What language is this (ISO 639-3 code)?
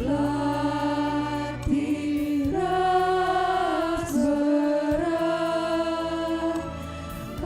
btx